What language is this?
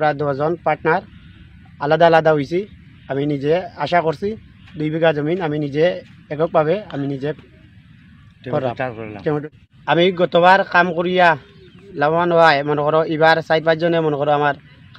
Sylheti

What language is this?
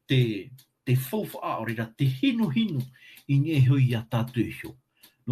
Tahitian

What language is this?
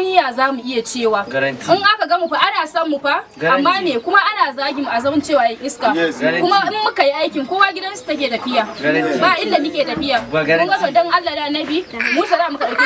Hausa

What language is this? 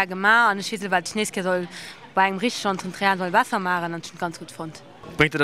Luxembourgish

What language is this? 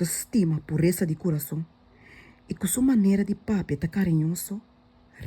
Papiamento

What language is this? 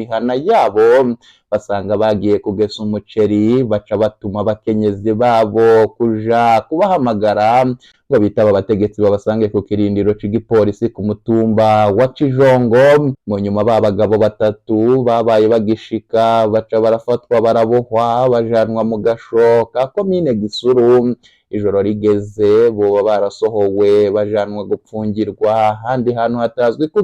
Rundi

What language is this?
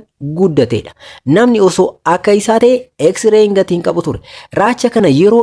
Oromo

